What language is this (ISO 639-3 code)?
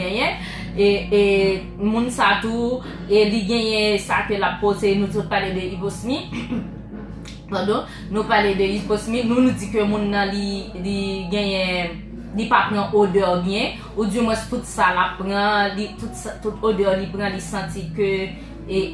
hat